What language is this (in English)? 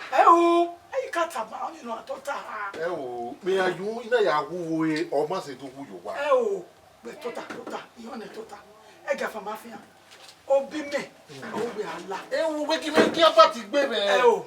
Bini